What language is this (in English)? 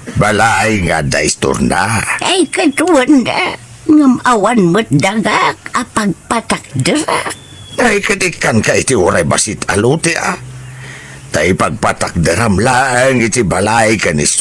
Iloko